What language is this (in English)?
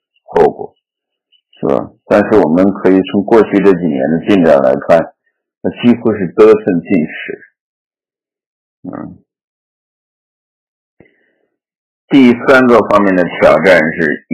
Chinese